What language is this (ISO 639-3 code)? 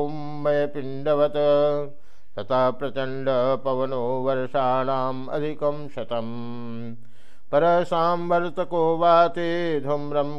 san